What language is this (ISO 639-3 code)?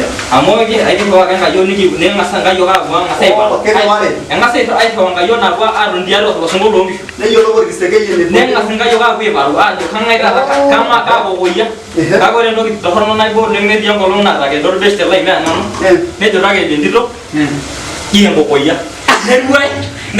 mas